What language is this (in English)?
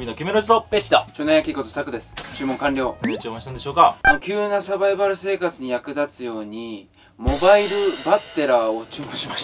Japanese